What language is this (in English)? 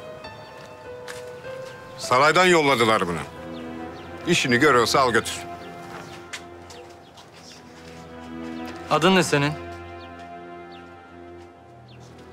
Turkish